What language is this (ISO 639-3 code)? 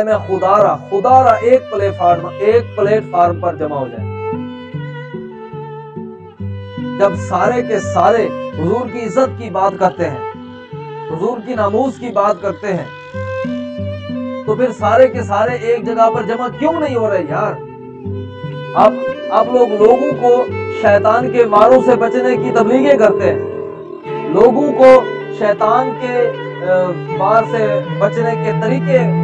urd